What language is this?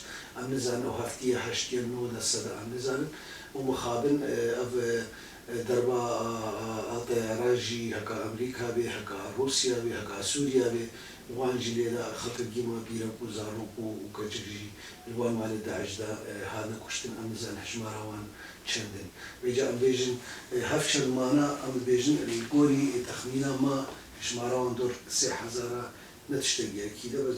Kurdish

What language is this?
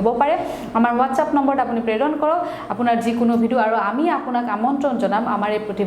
Assamese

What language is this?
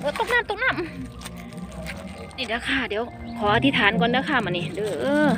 Northeastern Thai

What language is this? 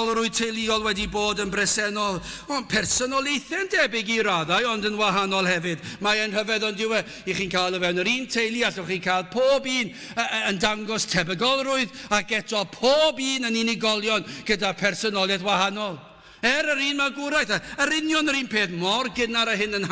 Welsh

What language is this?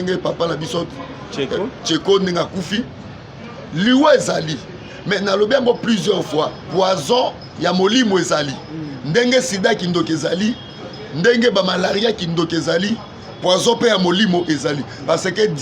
Lingala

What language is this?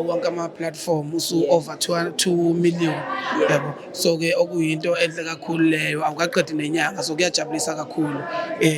Zulu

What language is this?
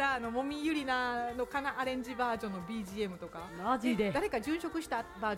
Japanese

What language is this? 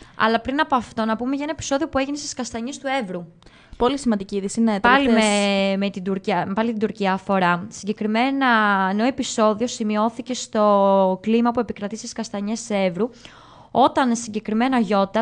Greek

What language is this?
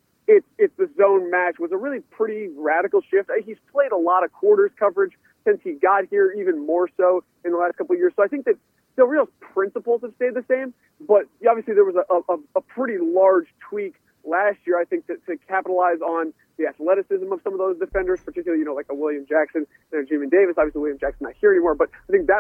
English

